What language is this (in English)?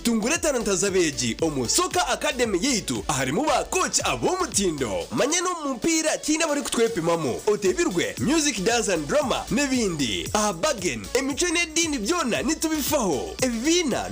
Nyankole